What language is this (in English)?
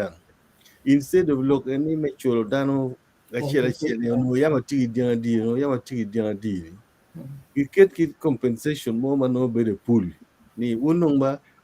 Acoli